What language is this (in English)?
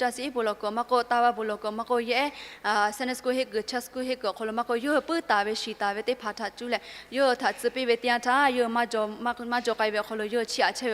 Lahu